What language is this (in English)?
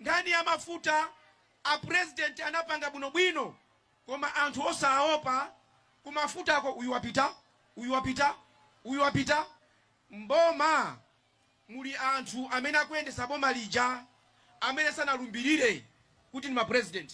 Nyanja